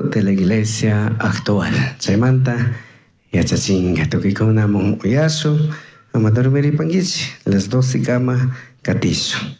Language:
Chimborazo Highland Quichua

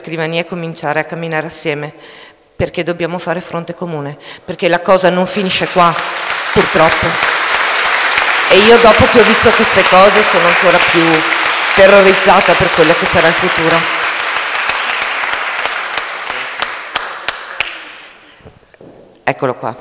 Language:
Italian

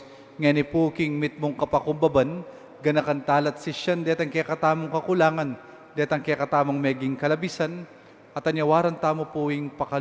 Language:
Pampanga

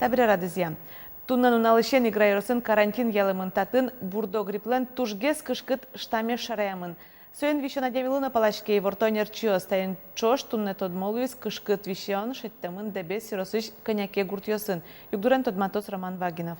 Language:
Udmurt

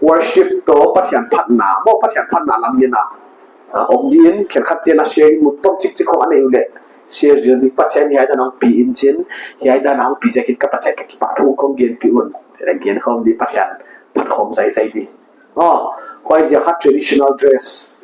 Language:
Paite Chin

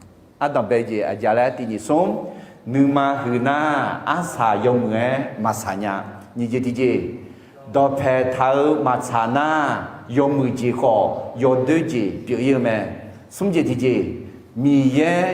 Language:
Akha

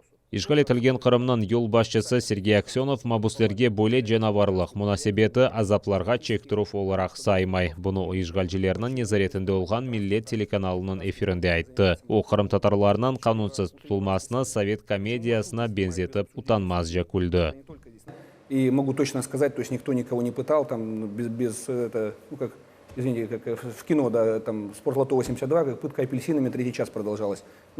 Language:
Crimean Tatar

